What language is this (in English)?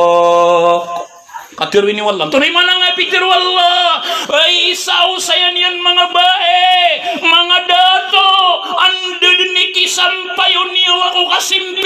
Maranao